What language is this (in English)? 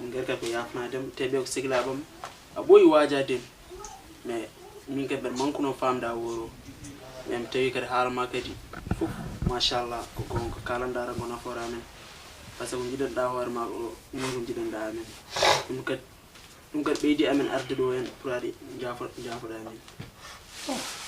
Fula